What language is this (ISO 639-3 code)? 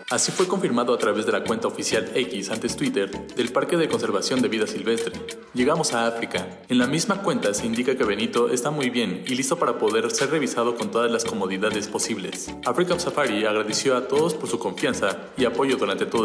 spa